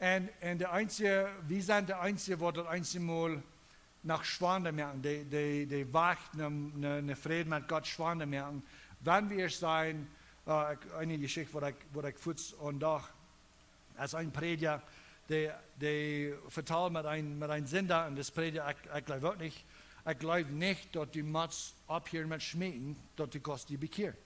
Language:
Plautdietsch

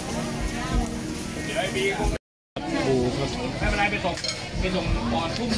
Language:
Thai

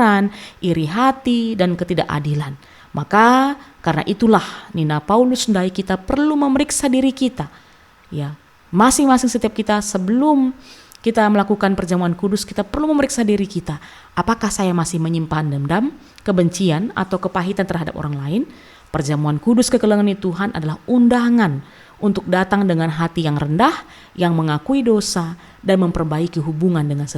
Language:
Batak Karo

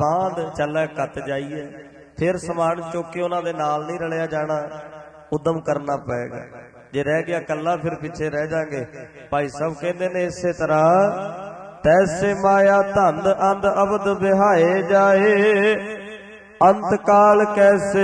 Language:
Punjabi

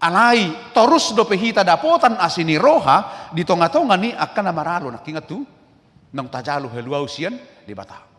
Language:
Batak Toba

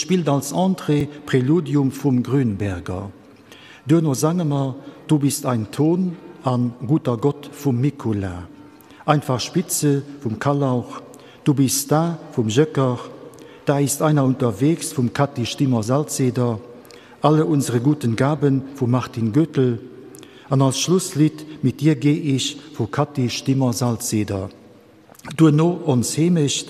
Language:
Luxembourgish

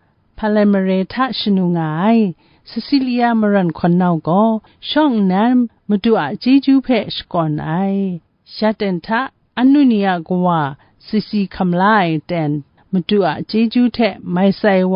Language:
Kachin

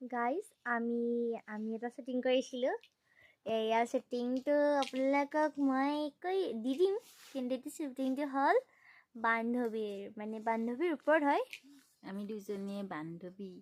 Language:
Assamese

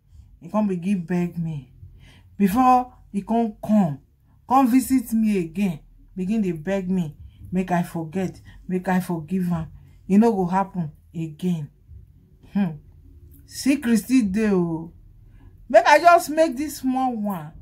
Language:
Nigerian Pidgin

